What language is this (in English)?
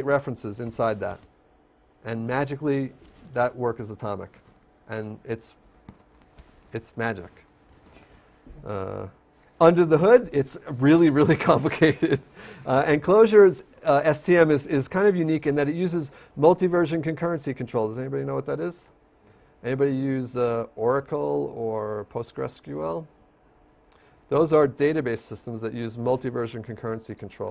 English